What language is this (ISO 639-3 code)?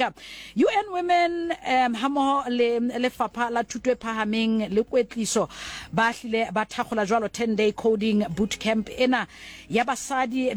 sot